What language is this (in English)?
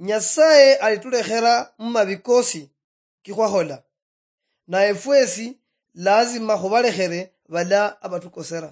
Luyia